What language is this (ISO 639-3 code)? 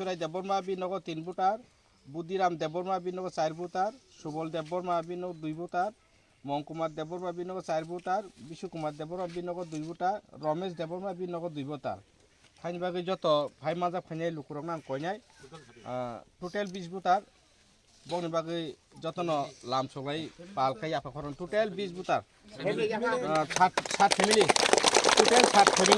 trp